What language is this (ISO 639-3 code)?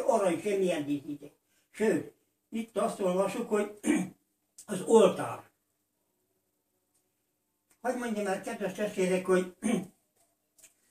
hun